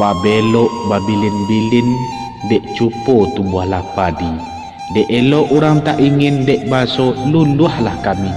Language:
Minangkabau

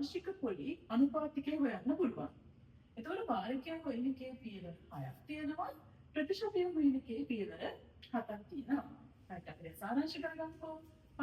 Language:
Sinhala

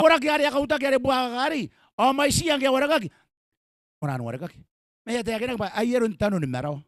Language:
Gilbertese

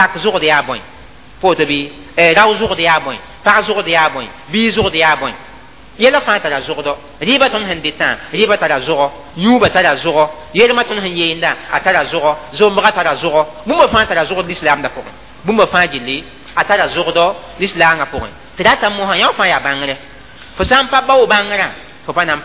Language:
Mossi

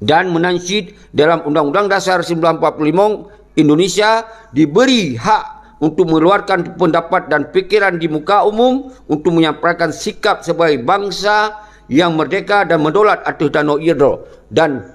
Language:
Achinese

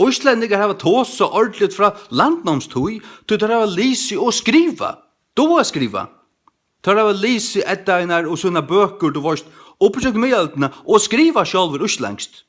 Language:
Faroese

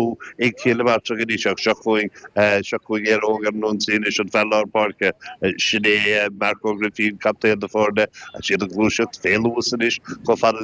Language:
Irish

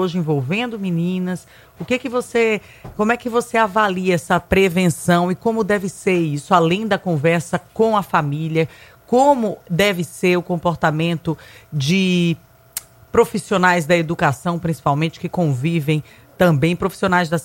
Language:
Portuguese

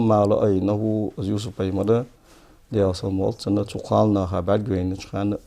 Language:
Ingush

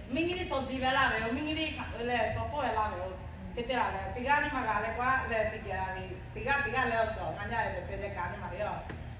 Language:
Lahu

